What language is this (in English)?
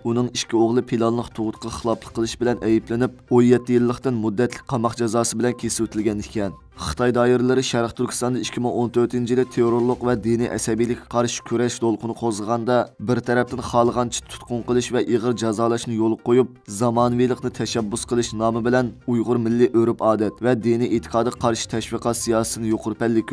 Uyghur